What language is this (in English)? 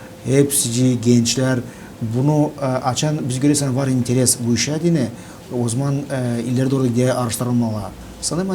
Gagauz